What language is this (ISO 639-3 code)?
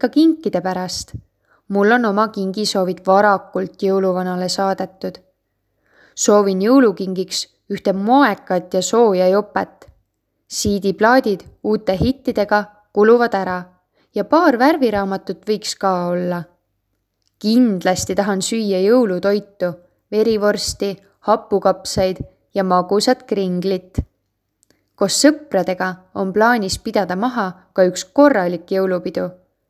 est